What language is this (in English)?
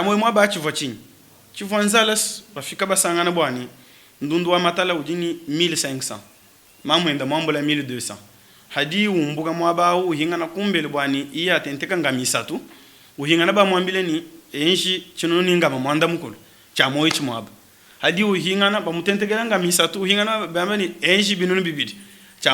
Luba-Lulua